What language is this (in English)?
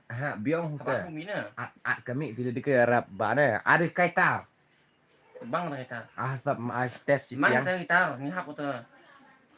Khasi